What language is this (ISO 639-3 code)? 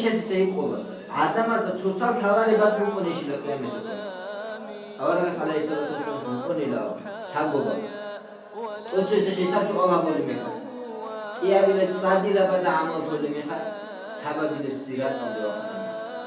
ava